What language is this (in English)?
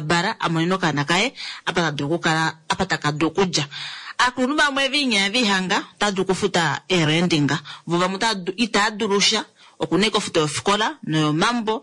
Kuanyama